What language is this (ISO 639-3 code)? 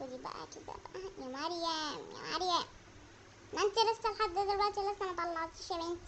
arz